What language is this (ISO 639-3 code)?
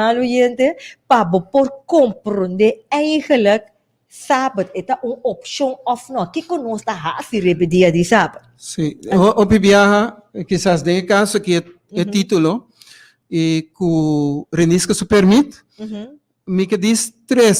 pap